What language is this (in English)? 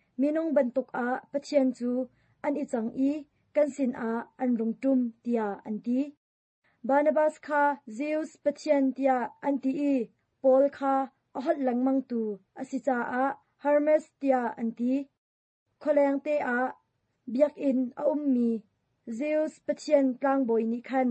Hakha Chin